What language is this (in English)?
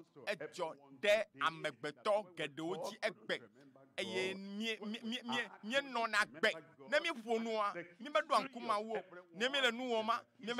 Ewe